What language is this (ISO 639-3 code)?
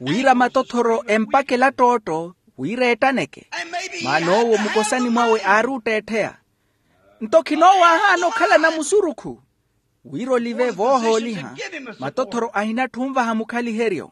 vmw